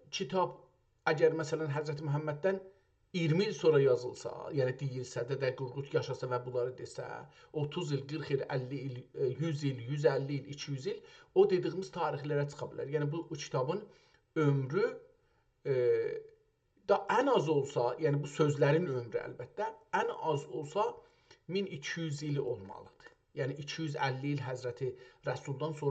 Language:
South Azerbaijani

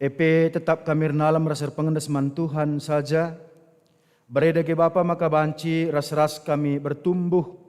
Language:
Batak Karo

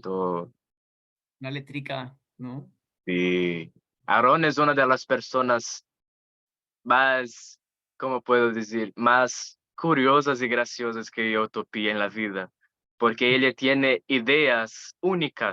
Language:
Ladino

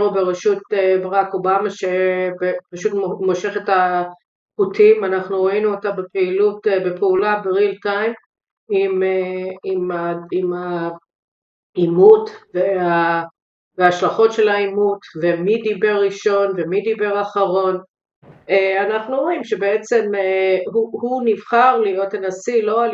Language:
Hebrew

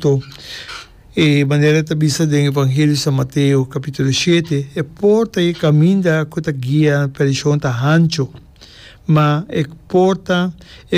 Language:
Papiamento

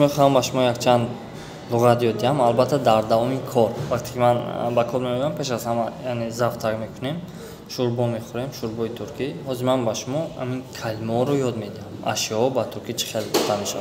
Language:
Tajik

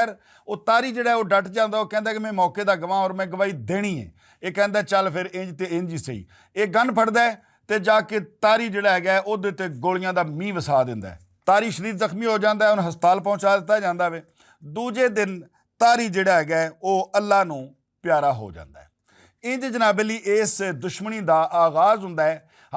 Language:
Western Panjabi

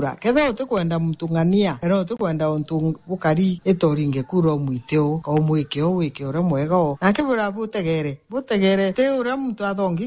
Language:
Meru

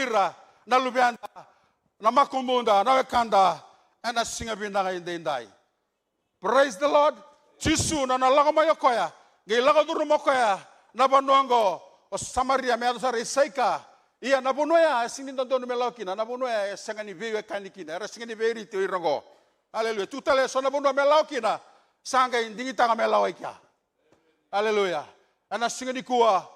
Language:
Fijian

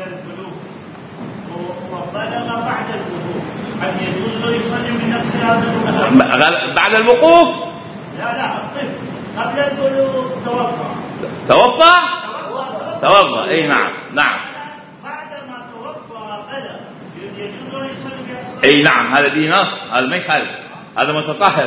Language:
Mesopotamian Arabic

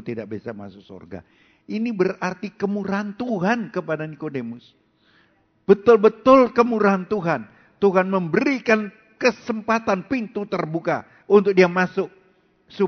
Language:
Indonesian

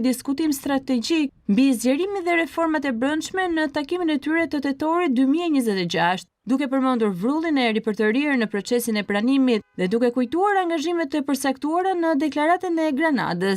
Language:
Albanian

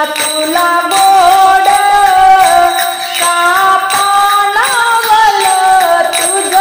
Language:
Marathi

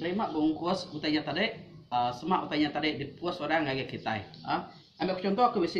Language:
Iban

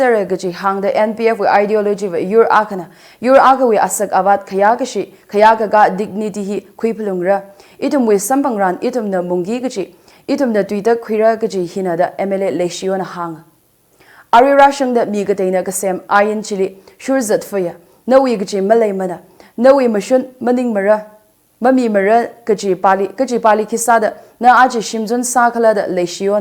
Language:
Tangkhul Naga (India)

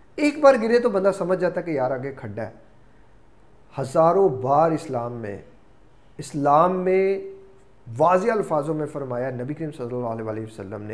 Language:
Urdu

